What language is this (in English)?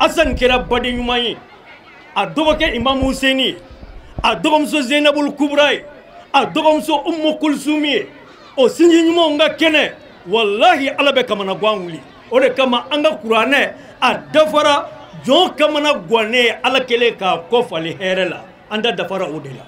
Bambara